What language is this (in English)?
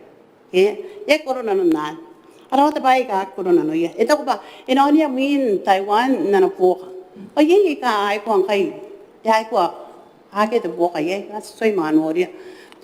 Gilbertese